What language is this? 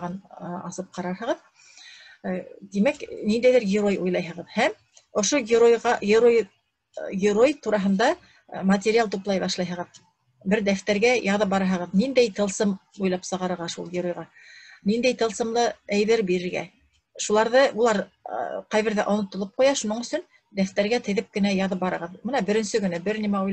Bashkir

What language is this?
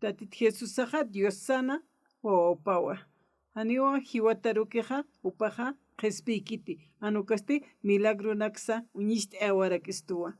Aymara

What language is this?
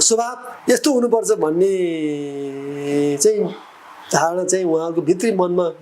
Nepali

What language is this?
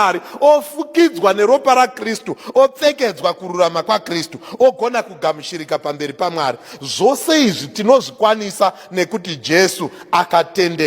Shona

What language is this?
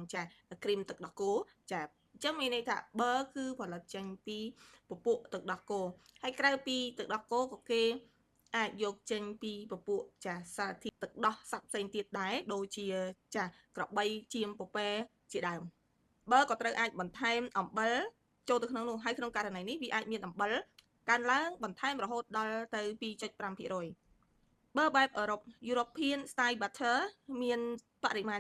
Khmer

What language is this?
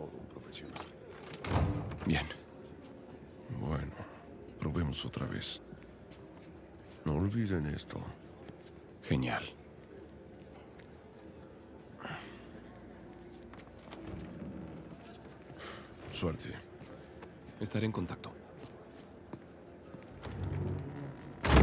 Spanish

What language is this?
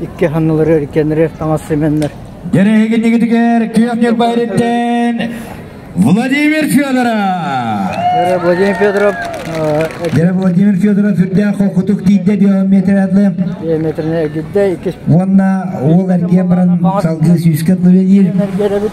Yakut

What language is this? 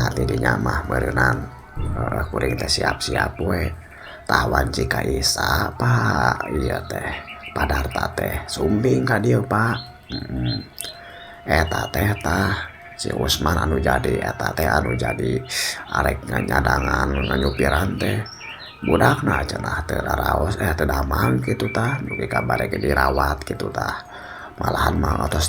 Sundanese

